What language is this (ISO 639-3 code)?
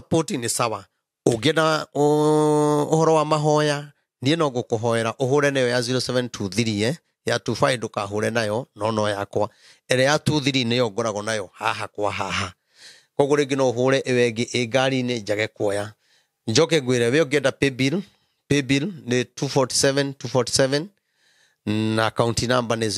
kik